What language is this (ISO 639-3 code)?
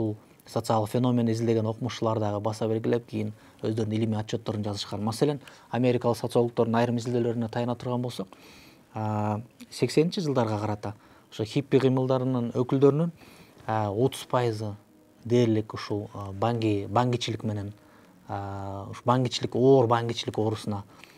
kir